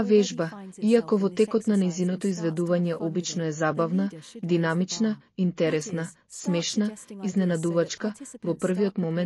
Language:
Macedonian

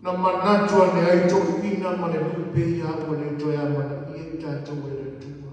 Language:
Samoan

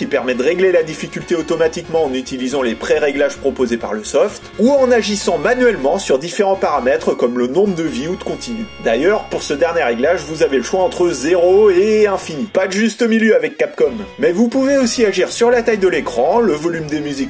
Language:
French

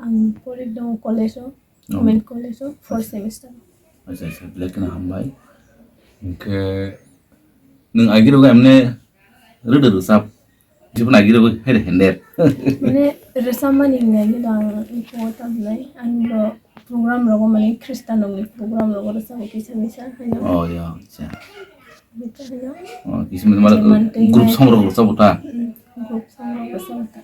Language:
Kok Borok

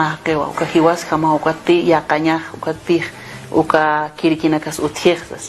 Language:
Aymara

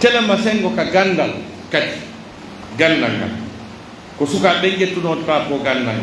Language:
Pular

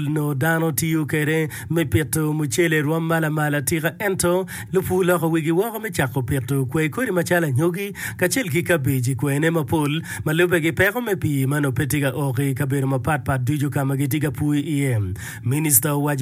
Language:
Acoli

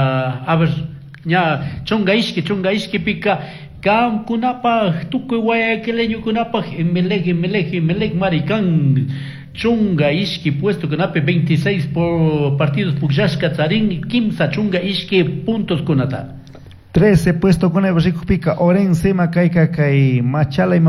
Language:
Chimborazo Highland Quichua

